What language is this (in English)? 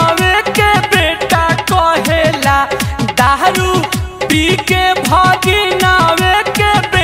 Bhojpuri